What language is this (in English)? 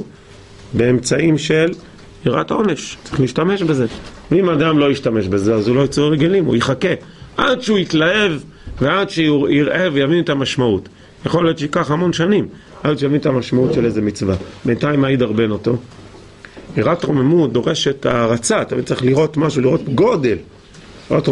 Hebrew